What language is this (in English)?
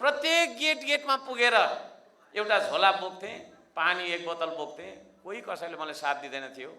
Nepali